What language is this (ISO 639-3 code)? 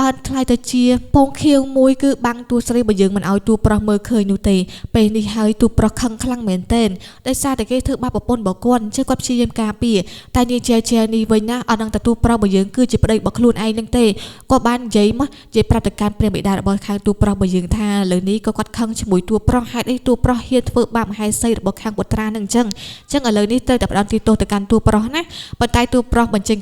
khm